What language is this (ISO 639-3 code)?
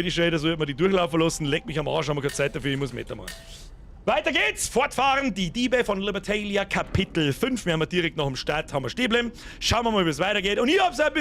bar